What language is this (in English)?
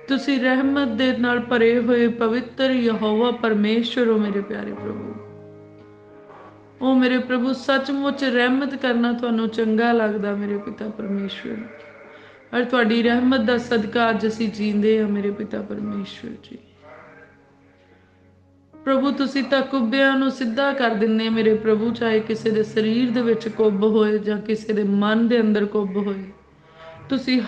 Punjabi